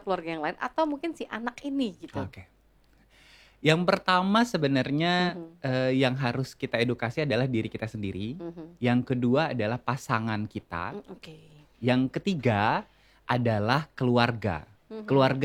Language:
Indonesian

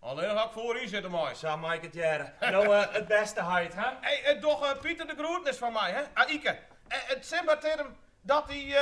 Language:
Western Frisian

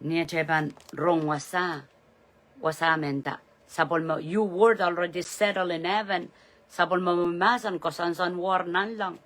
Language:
Pohnpeian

